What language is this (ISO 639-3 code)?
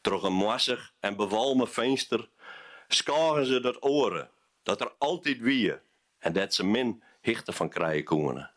fry